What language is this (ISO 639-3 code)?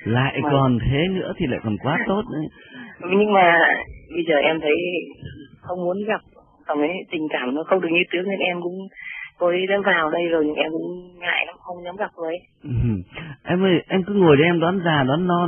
vie